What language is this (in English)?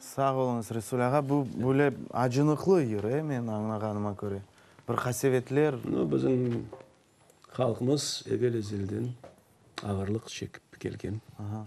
Crimean Tatar